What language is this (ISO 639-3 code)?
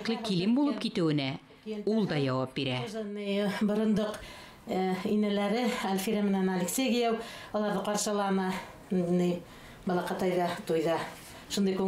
bak